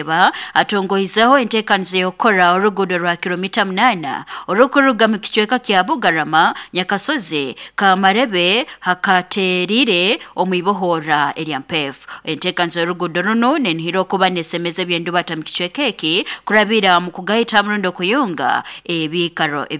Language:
Nyoro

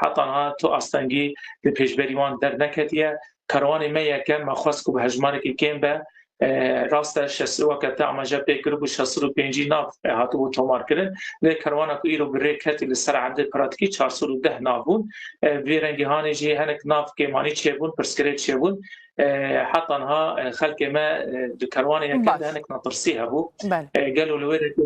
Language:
Kurdish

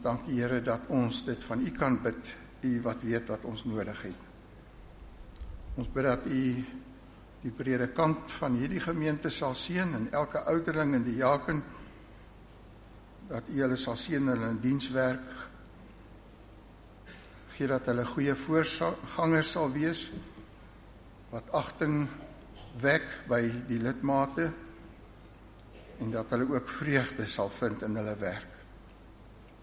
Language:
Afrikaans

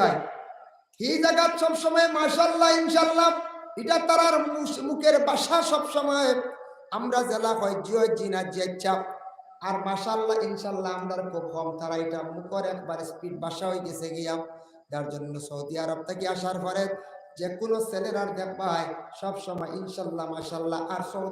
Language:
Sylheti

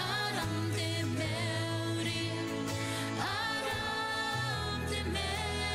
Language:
Gilbertese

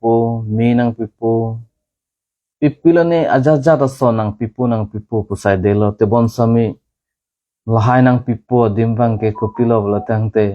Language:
Karbi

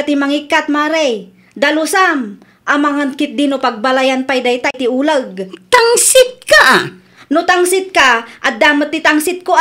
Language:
Iloko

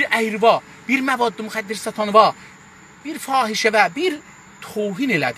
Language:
South Azerbaijani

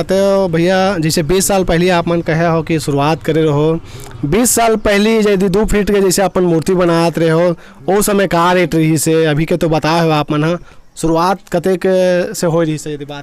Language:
Chhattisgarhi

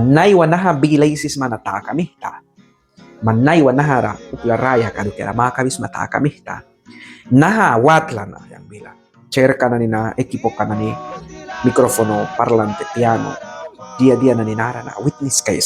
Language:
Mískito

